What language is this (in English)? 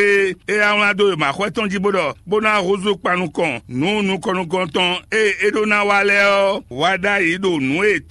Fon